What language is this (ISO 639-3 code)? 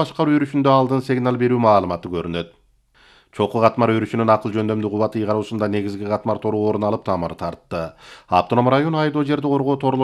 kir